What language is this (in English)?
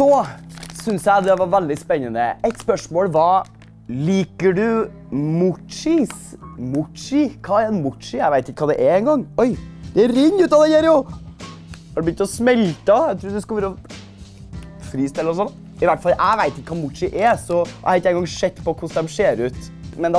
Norwegian